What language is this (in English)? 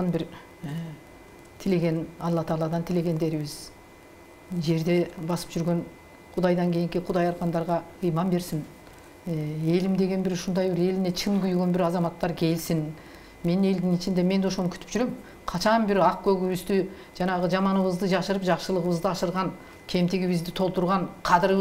Kyrgyz